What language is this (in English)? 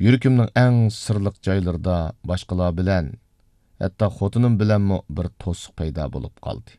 Uyghur